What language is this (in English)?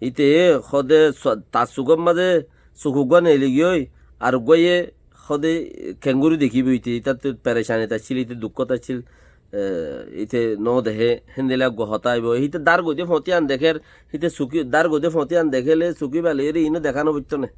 Rohingya